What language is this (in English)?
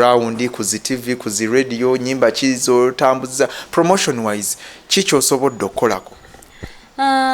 Ganda